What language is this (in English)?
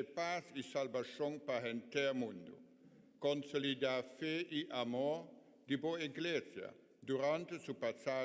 Papiamento